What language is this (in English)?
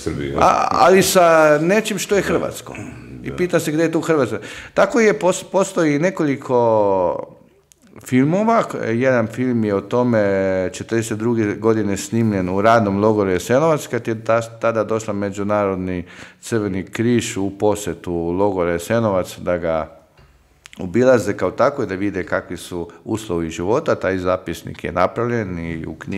Croatian